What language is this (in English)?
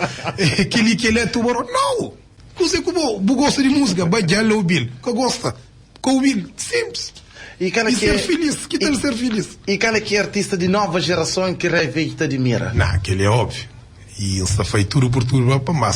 Kabuverdianu